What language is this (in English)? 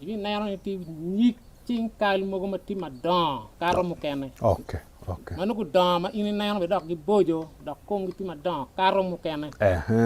Acoli